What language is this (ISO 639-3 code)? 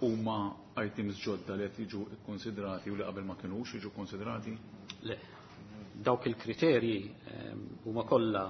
mlt